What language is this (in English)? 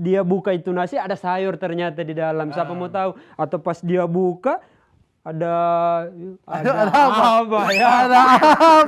Manado Malay